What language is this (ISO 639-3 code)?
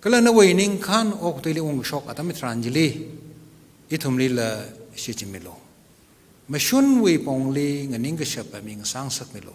nmf